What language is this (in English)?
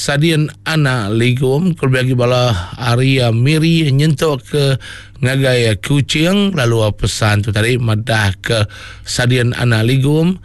Iban